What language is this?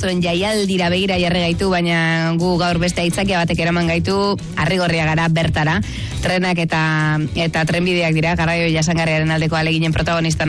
Basque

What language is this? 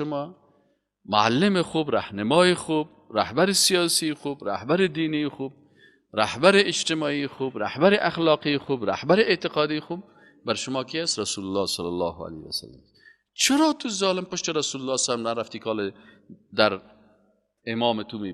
Persian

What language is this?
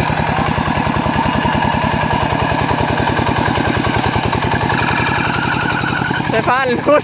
Northeastern Thai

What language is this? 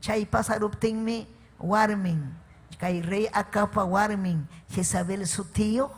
Ayacucho Quechua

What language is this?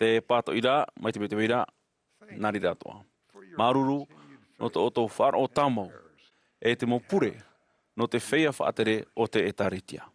Tahitian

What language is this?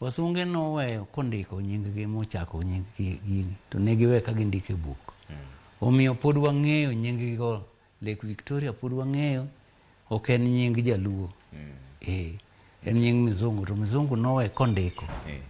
Luo (Kenya and Tanzania)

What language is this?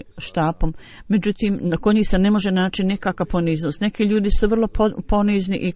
Bosnian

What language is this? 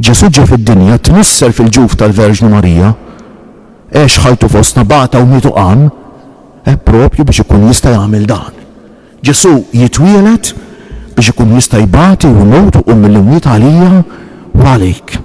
Maltese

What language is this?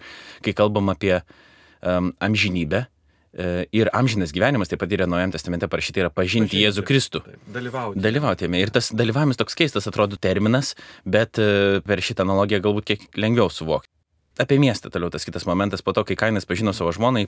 Lithuanian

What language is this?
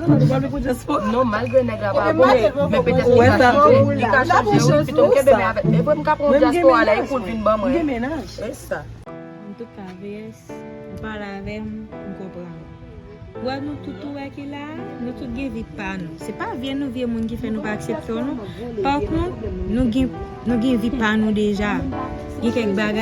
Haitian Creole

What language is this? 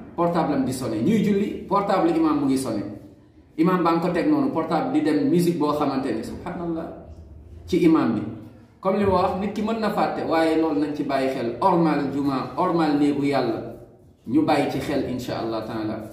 Wolof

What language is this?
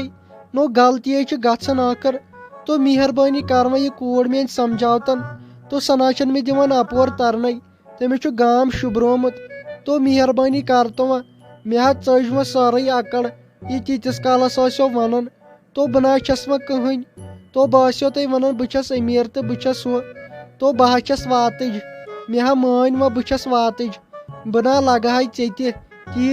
Kashmiri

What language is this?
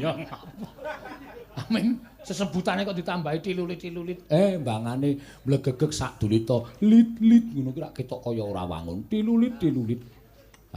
Javanese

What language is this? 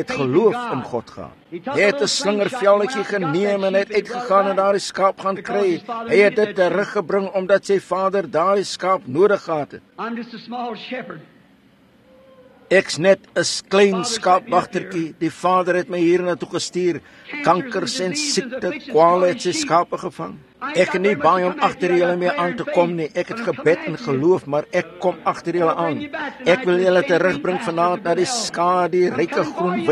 Afrikaans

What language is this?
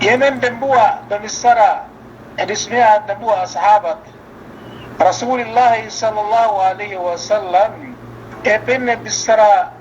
Yakan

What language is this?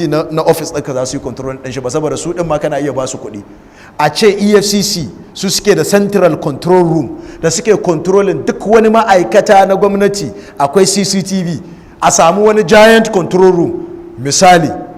Hausa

